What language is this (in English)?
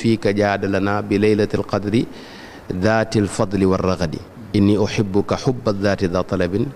Wolof